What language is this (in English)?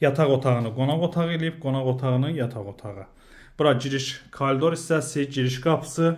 Azerbaijani